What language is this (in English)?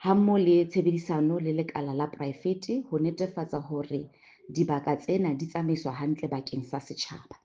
Southern Sotho